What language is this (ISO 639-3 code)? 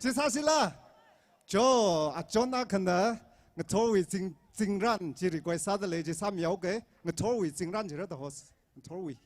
nmf